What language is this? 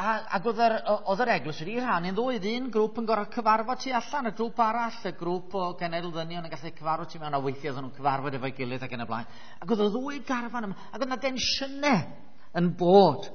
Welsh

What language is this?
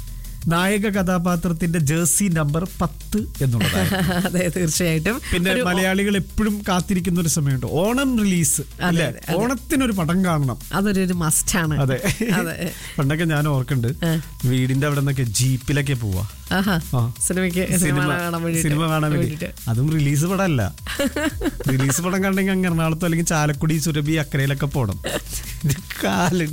Malayalam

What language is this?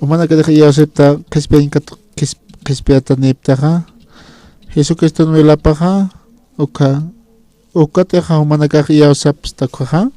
Aymara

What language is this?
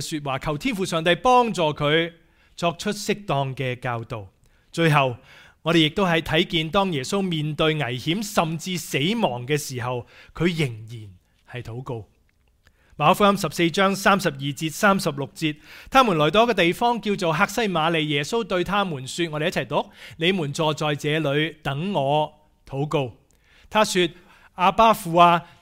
Cantonese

